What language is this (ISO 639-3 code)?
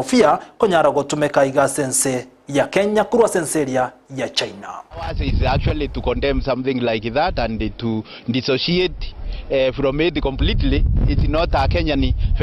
guz